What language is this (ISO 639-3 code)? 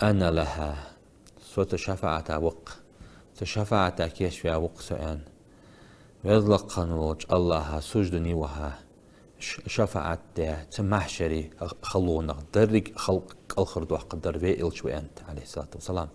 inh